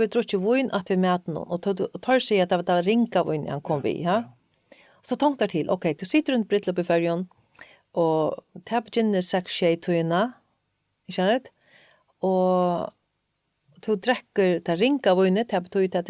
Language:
Faroese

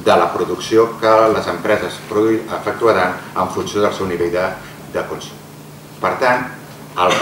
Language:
Catalan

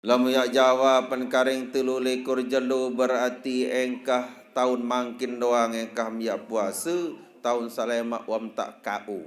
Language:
Sasak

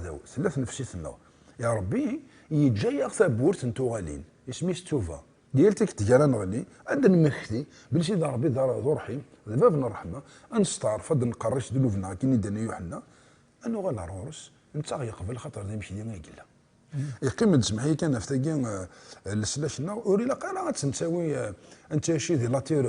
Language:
Kabyle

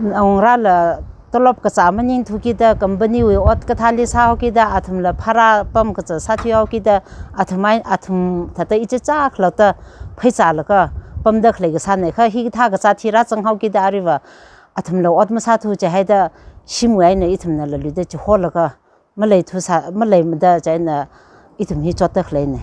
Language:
Tangkhul Naga (India)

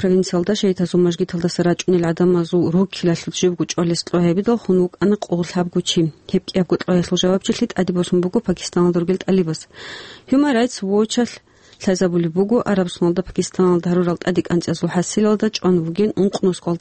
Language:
Avaric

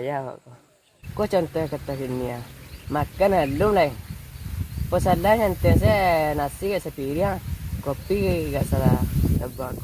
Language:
Minangkabau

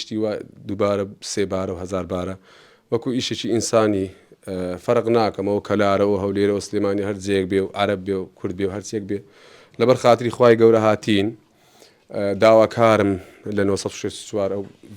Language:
Central Kurdish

